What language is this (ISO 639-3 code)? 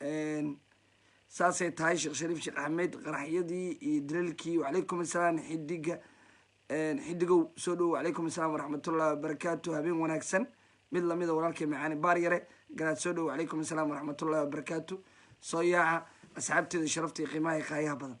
som